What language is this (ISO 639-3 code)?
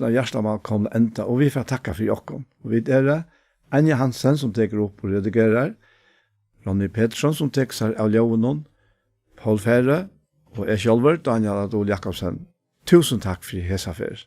fao